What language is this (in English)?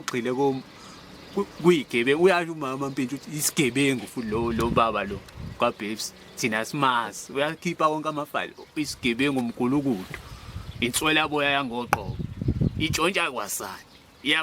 Zulu